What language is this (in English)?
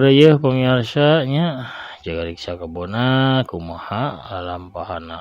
Sundanese